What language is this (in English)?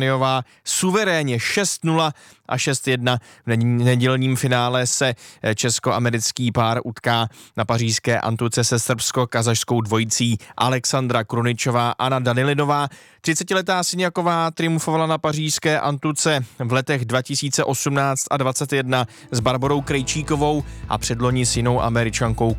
Czech